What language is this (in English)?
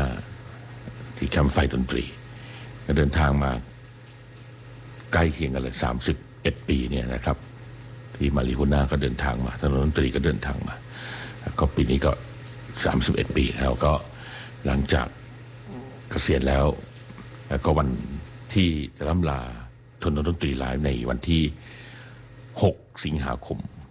Thai